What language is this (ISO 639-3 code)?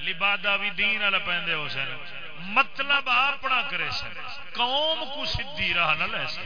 skr